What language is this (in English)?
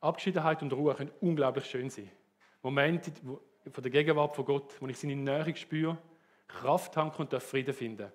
Swiss German